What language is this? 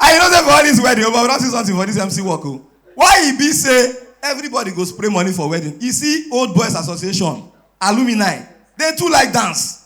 Nigerian Pidgin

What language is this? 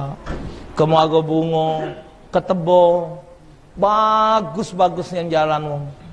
Musi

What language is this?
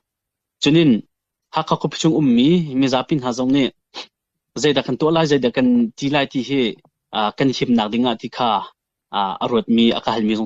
Hakha Chin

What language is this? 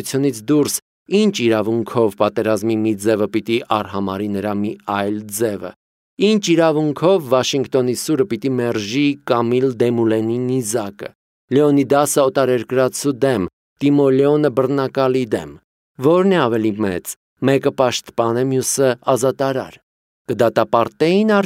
Armenian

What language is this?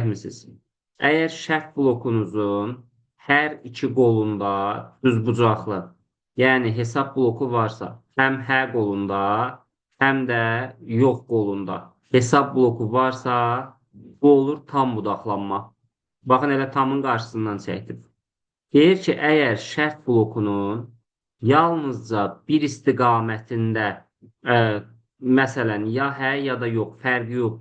Azerbaijani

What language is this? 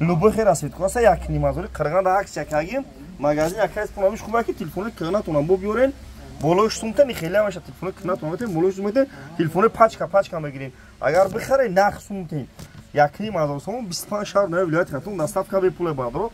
Tajik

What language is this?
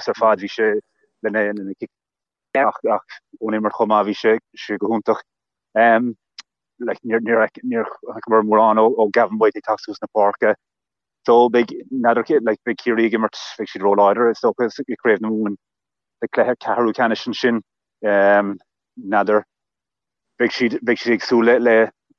Irish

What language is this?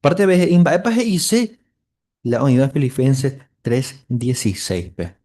Guarani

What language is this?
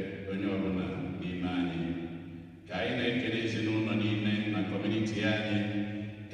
Igbo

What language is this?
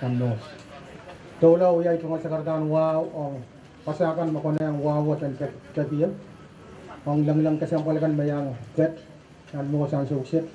Pohnpeian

